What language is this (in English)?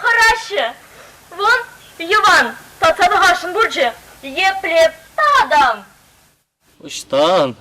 Chuvash